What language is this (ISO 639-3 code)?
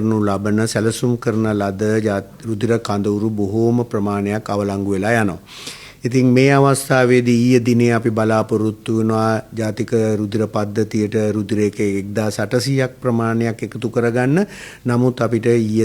sin